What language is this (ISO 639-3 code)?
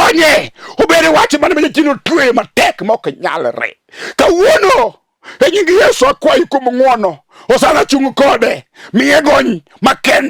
luo